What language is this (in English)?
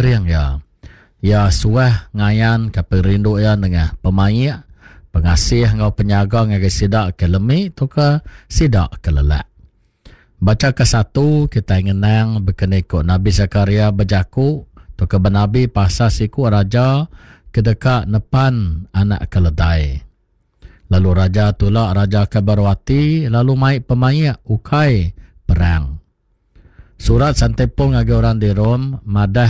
Iban